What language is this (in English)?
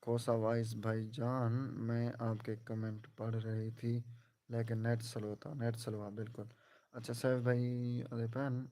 Saraiki